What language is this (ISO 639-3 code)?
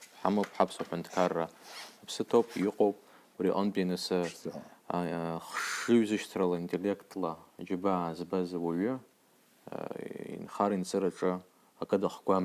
abk